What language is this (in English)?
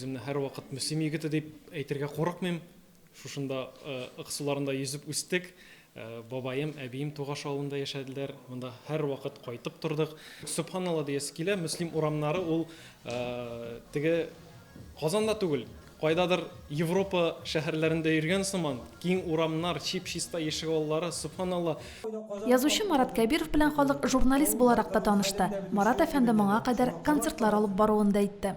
Tatar